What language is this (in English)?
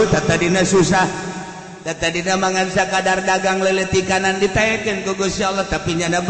Sundanese